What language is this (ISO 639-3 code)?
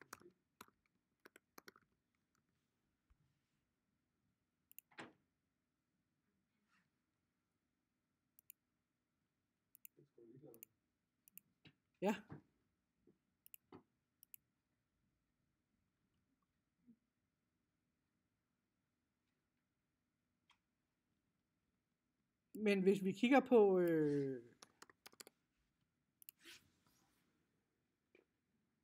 dan